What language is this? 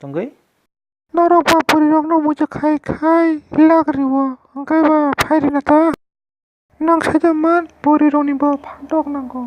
Kok Borok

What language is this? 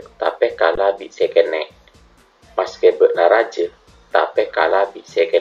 Madurese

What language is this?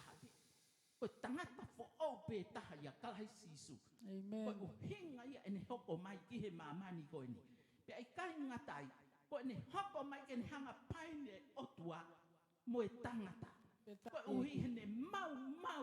Tongan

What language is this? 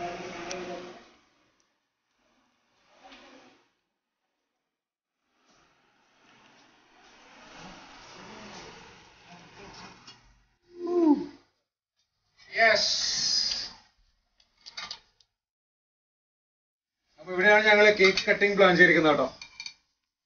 Malayalam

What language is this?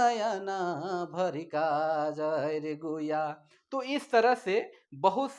Sadri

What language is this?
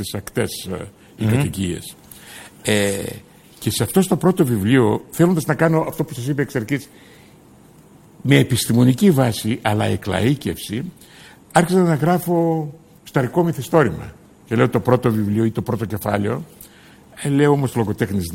Greek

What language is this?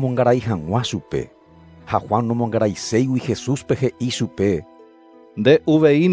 Guarani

